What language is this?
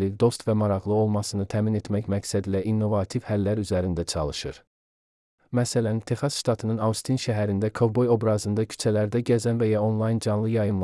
Azerbaijani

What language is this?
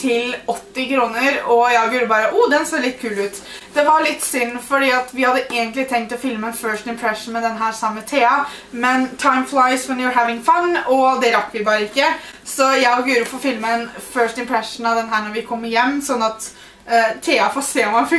Norwegian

